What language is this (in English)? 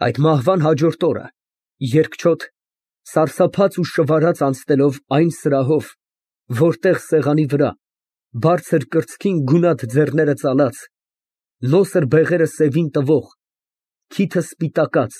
Armenian